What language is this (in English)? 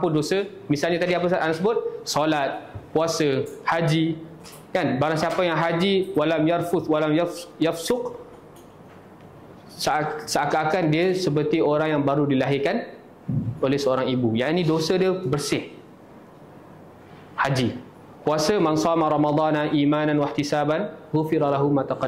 Malay